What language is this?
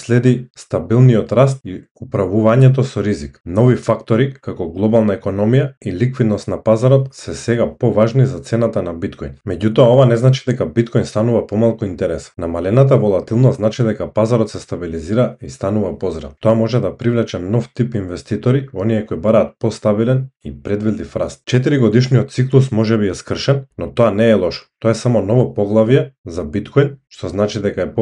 Macedonian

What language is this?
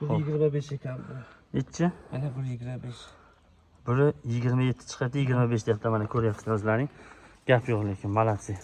Uzbek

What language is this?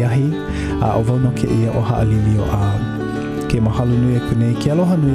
Hawaiian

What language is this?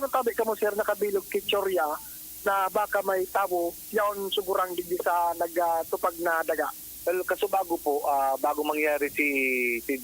Bikol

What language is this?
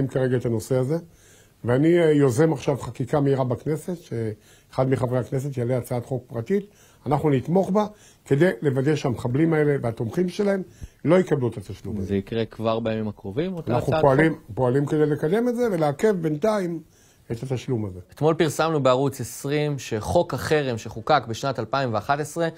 Hebrew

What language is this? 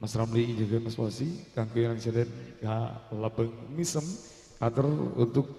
Madurese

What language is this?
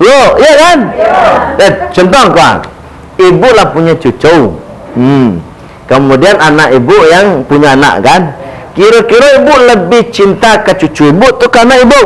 Minangkabau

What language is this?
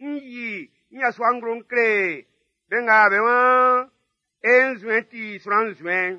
Baoulé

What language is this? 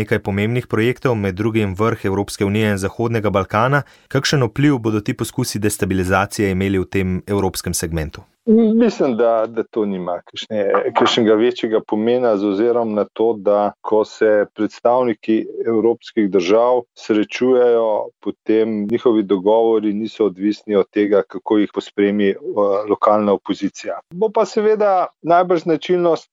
Slovenian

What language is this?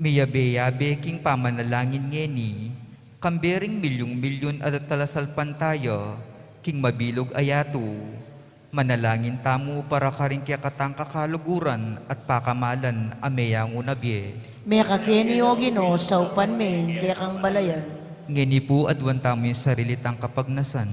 Pampanga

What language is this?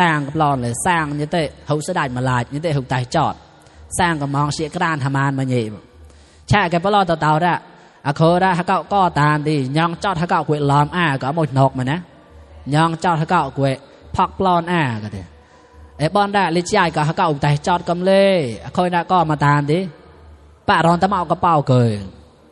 Mon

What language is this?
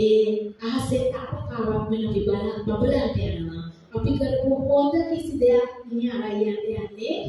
Sinhala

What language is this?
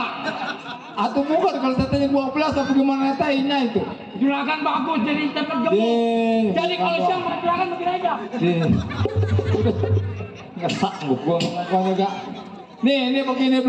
Betawi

